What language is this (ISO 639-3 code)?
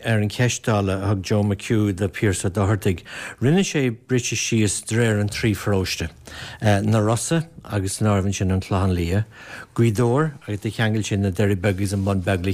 gle